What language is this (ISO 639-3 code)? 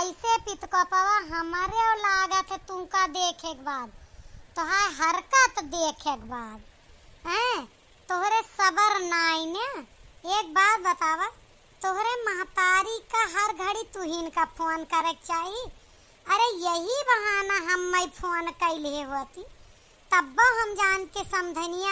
awa